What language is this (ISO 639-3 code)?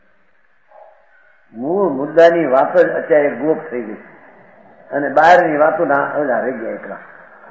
guj